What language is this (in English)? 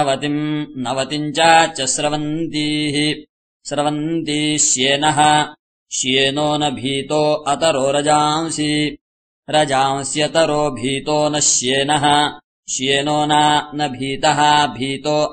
Sanskrit